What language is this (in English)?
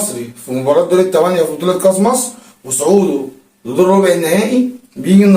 Egyptian Arabic